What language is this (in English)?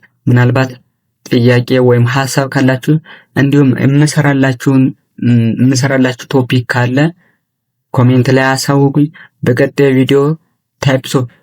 Amharic